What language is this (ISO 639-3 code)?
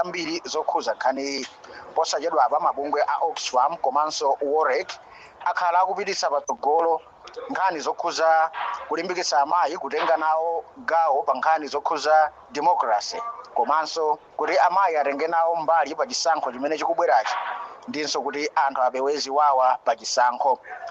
nya